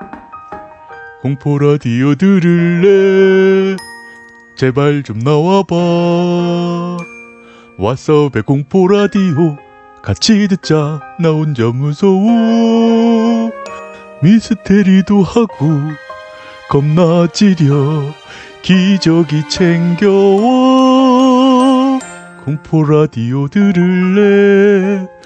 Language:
Korean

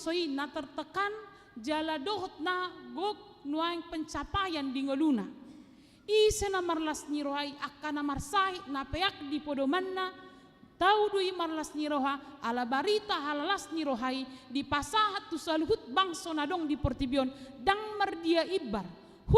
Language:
Batak Toba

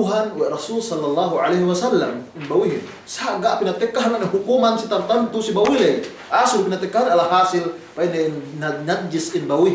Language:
Yakan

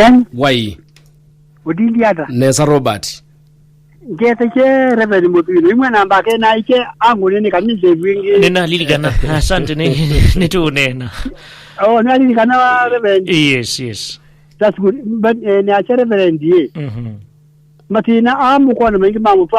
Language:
Kamba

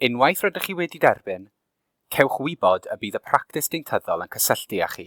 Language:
Welsh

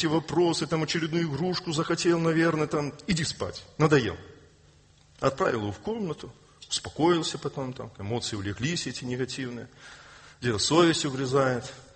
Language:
Russian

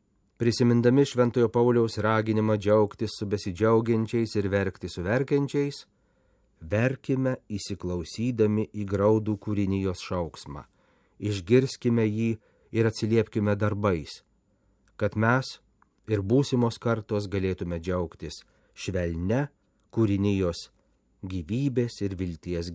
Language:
Lithuanian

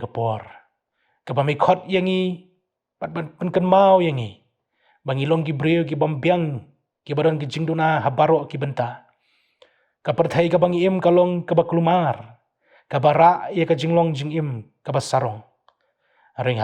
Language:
Khasi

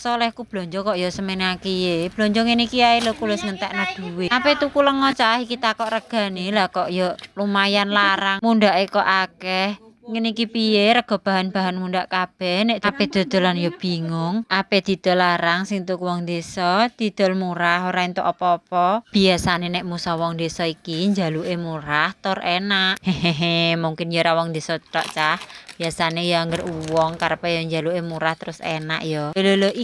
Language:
Javanese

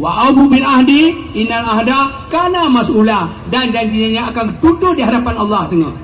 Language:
Achinese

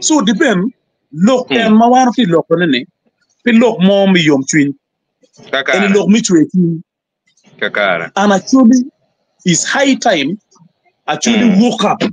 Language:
Acoli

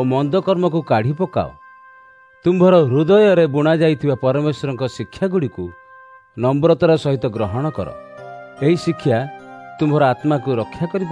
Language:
Odia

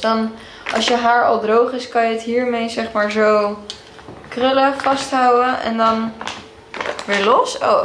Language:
Dutch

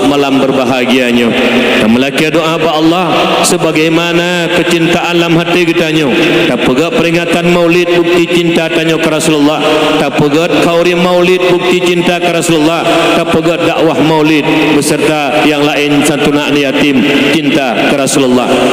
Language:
Achinese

